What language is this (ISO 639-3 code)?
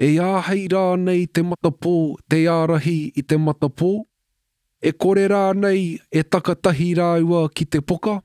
mri